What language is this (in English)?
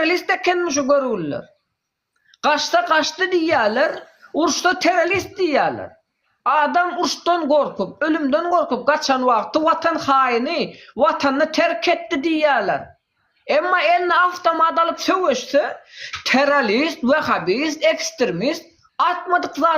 Turkmen